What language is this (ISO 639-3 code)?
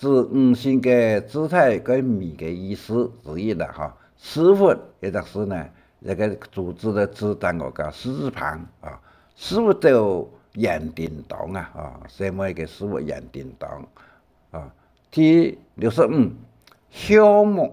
hak